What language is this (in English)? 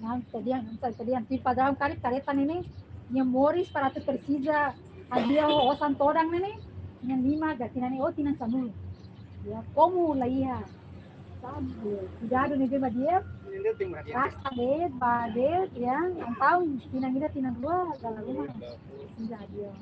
Tetum